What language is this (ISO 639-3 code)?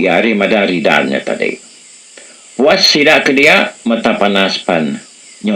iba